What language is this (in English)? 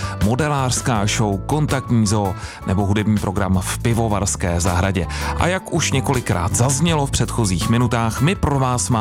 Czech